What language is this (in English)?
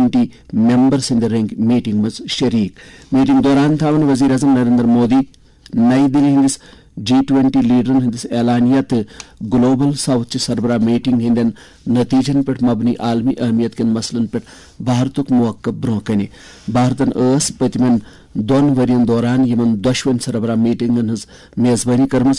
Kashmiri